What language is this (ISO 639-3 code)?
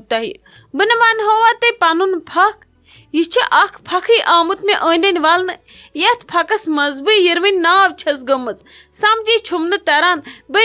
kas